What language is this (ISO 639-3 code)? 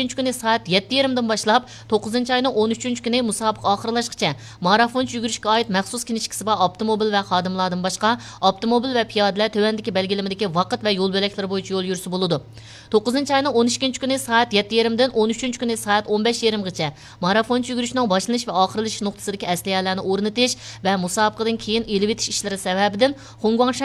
uig